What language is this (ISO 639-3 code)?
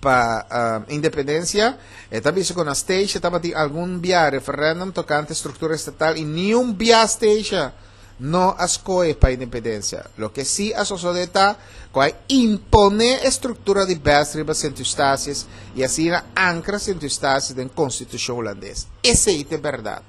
pap